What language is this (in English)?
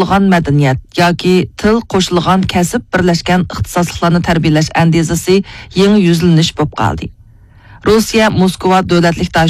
Uyghur